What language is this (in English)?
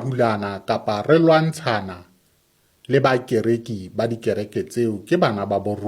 Southern Sotho